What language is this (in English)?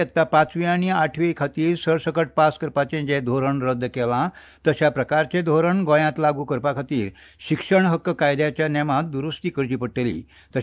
Konkani